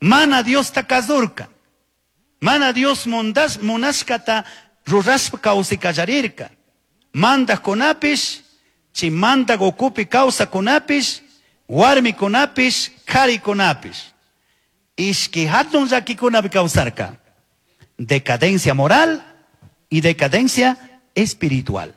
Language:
Chimborazo Highland Quichua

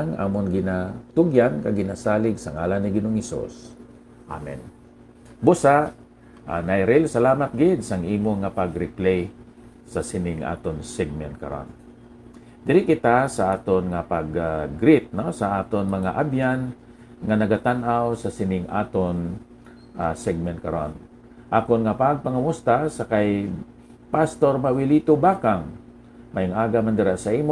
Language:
Hiligaynon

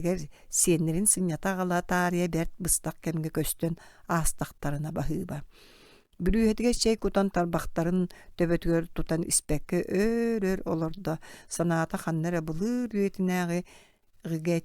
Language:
Yakut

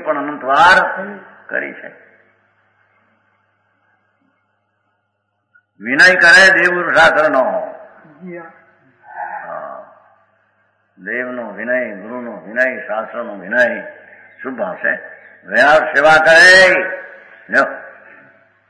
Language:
Gujarati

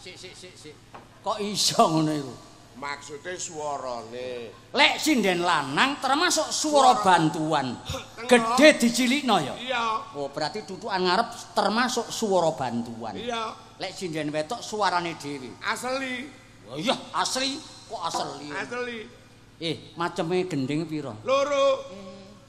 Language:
Javanese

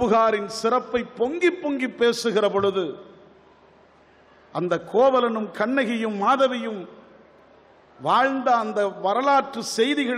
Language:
Tamil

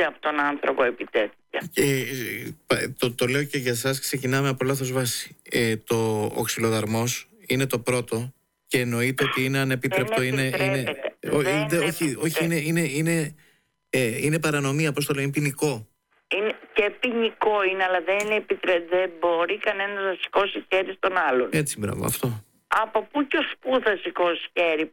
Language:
Greek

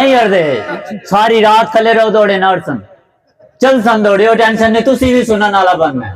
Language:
Saraiki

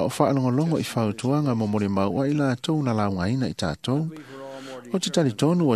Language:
Samoan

